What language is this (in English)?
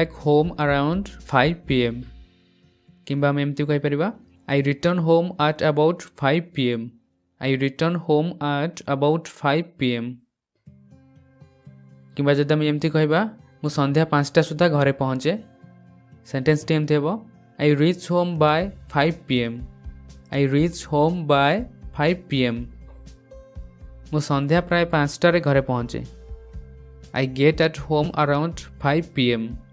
Odia